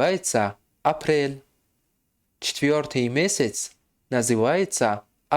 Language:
Tajik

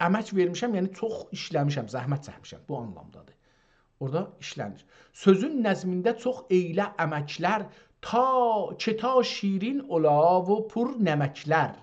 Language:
South Azerbaijani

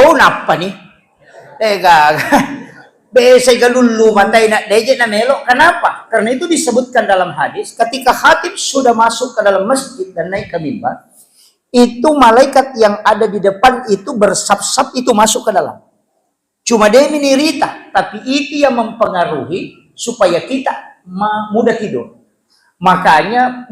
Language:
Buginese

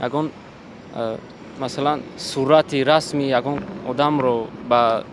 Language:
Tajik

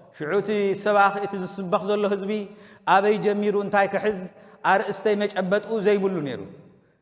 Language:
Tigrinya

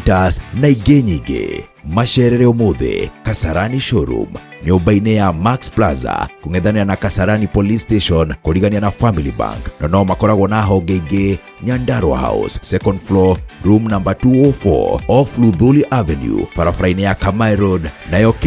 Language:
Kikuyu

